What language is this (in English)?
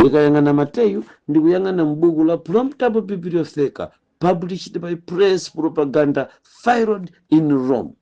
Nyanja